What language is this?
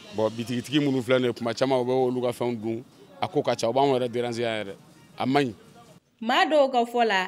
Bambara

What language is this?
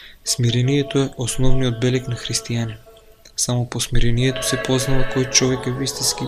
Macedonian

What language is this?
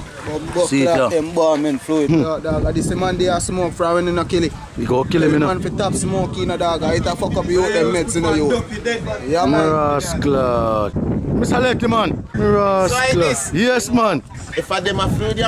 Jamaican Creole English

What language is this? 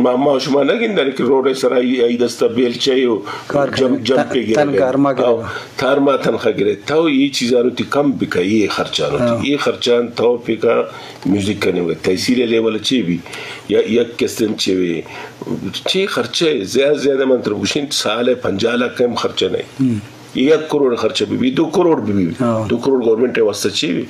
Eastern Balochi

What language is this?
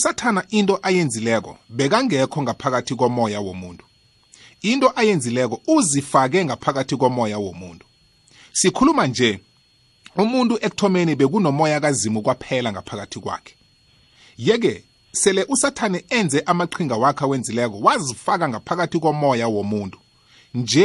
South Ndebele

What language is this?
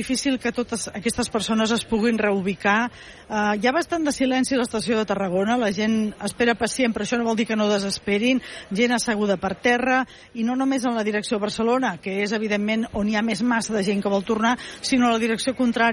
Catalan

